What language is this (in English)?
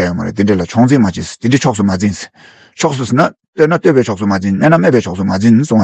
Tibetan